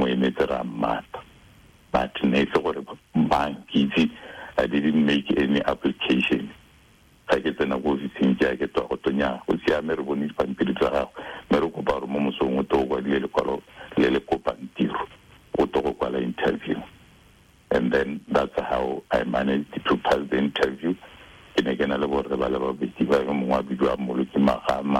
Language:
Tswana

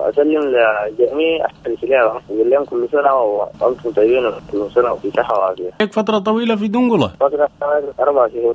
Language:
Sudanese Arabic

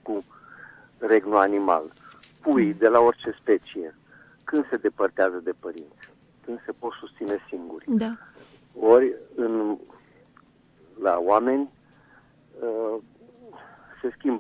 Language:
Romanian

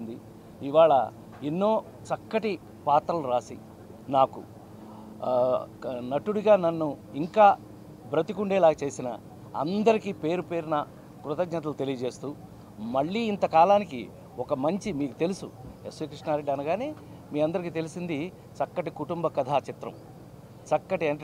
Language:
Telugu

